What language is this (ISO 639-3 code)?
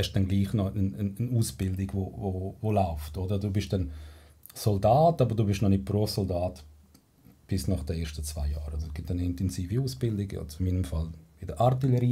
gsw